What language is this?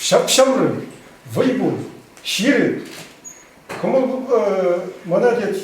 Chuvash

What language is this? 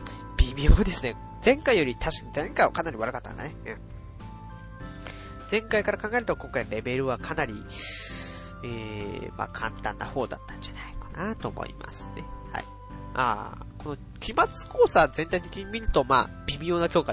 Japanese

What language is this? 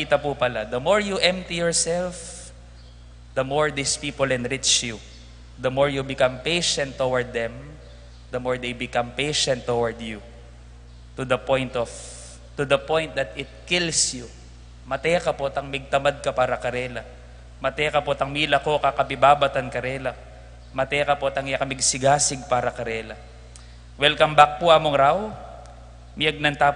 Pampanga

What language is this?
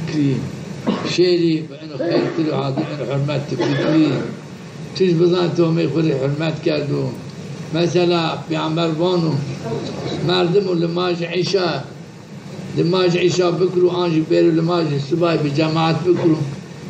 Zaza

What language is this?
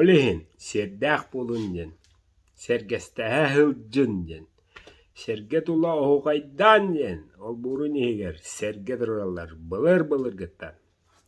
Yakut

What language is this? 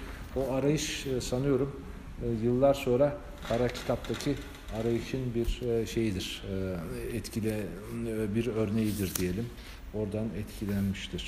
Turkish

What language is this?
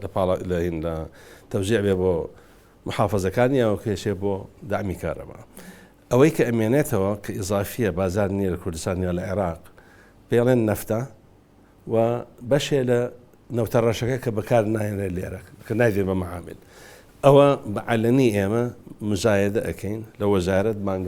Central Kurdish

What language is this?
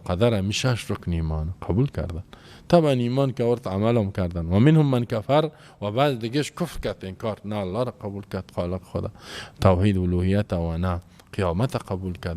Persian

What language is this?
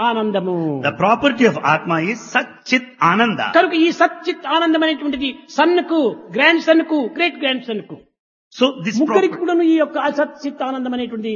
Telugu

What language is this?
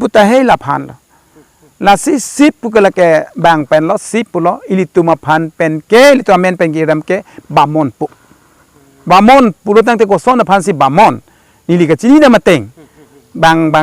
Karbi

